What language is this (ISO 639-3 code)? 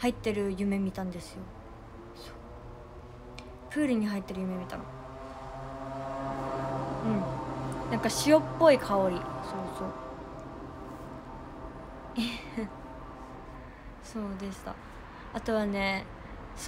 jpn